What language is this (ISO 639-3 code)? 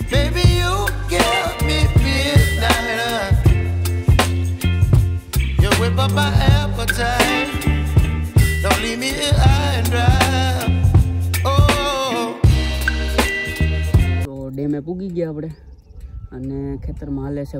guj